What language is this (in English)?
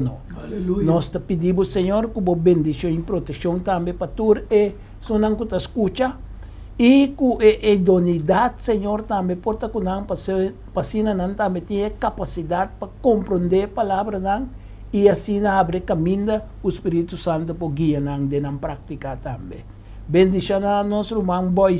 Papiamento